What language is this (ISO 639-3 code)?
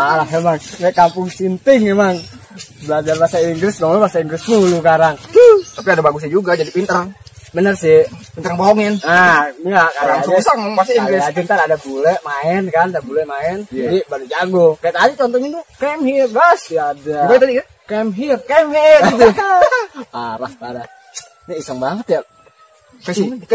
bew